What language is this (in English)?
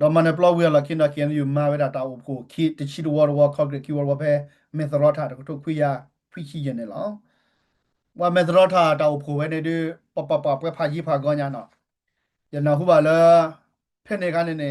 S'gaw Karen